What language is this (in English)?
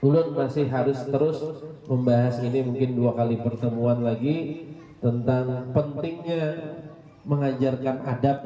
Banjar